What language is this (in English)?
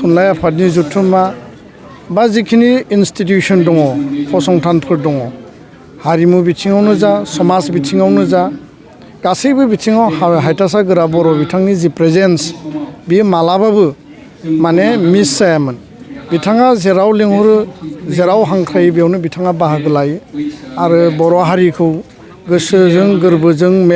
Bodo